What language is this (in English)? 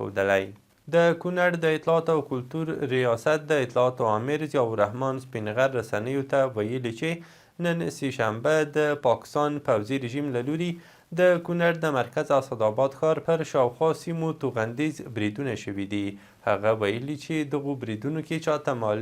Pashto